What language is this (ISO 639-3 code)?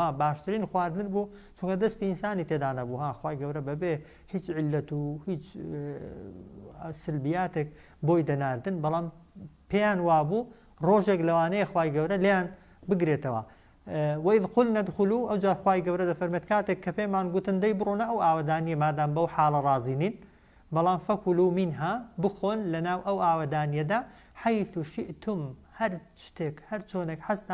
ckb